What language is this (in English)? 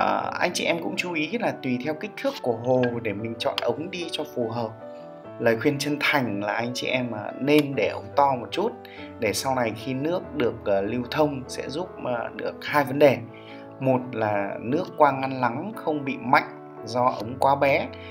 Vietnamese